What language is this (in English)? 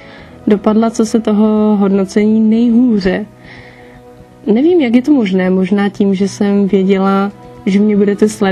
Czech